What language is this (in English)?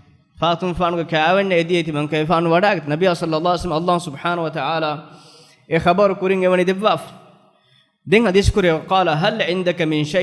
Divehi